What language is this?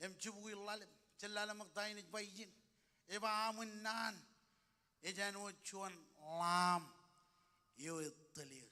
Marshallese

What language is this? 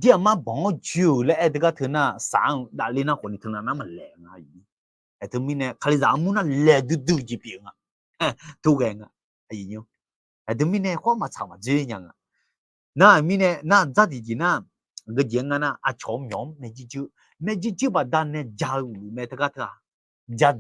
Akha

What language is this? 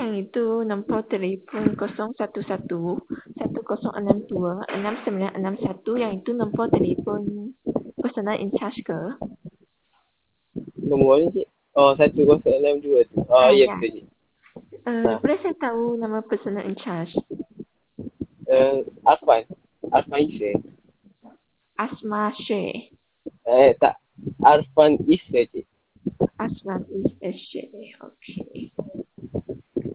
Malay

